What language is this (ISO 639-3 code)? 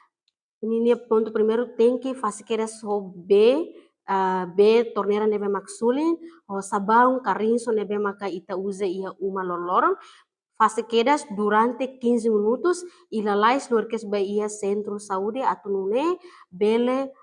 tet